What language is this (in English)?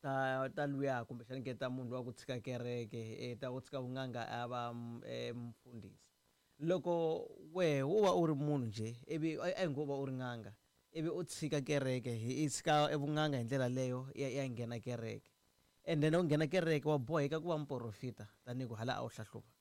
Tsonga